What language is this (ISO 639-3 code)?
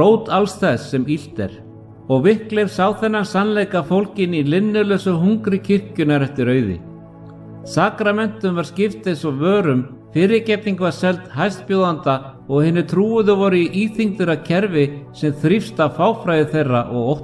isl